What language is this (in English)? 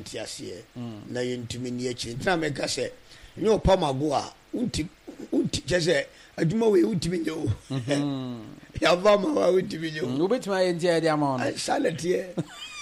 Akan